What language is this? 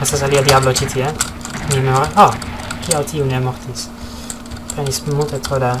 Esperanto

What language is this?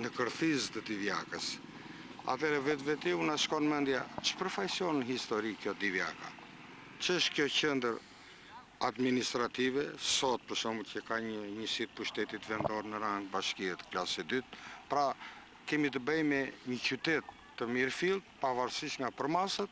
Albanian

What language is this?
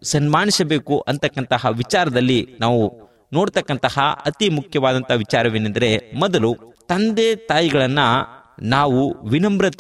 Kannada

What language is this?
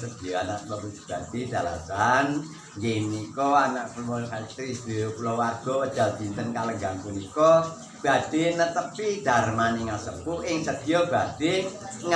Javanese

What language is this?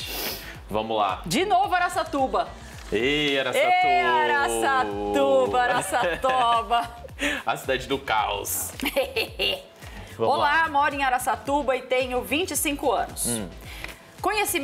Portuguese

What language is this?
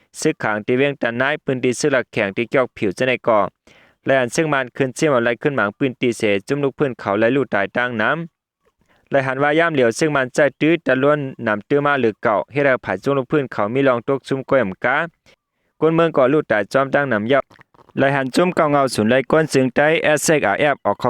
Shan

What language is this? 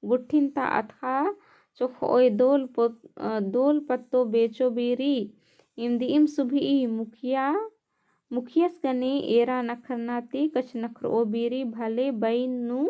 Kurukh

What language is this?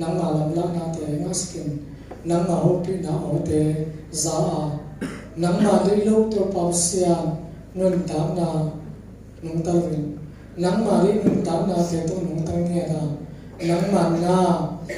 Tedim Chin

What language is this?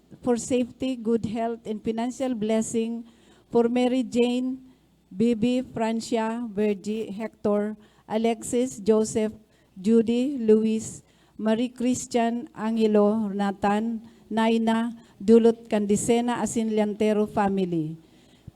Bikol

